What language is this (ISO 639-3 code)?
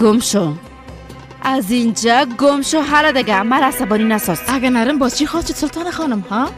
fas